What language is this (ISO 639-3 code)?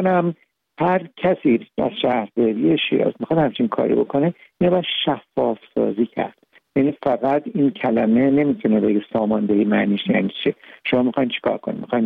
fas